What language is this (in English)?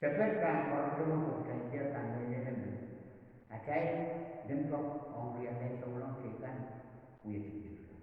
Pohnpeian